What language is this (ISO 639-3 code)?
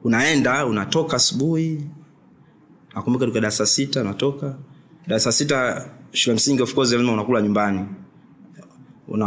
swa